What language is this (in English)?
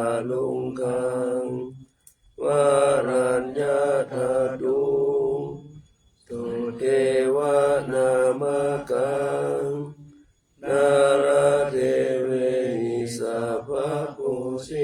Pali